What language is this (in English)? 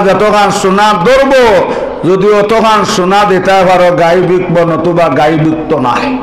Sylheti